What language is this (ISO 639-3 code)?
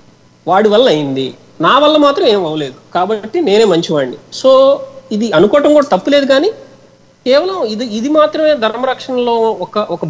tel